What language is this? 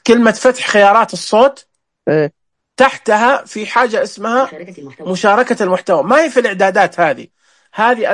Najdi Arabic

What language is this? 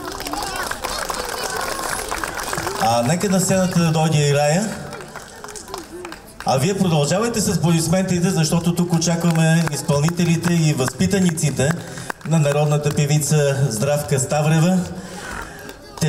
Bulgarian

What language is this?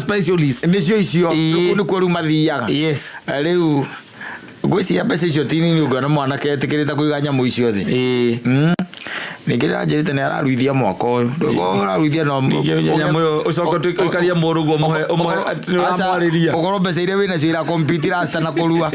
Kikuyu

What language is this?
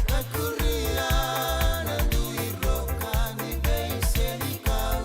Fijian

